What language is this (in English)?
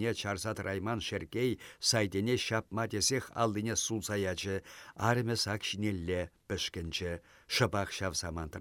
Chuvash